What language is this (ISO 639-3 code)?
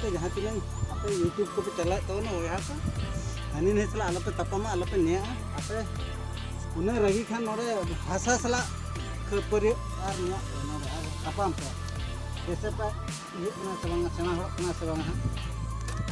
sat